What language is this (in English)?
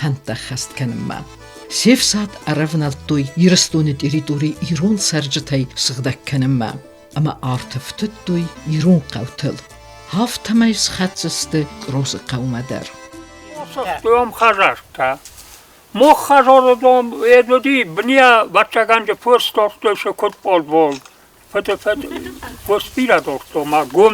Ossetic